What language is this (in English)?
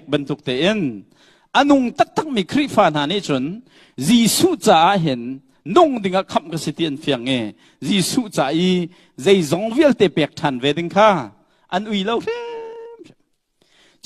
Hakha Chin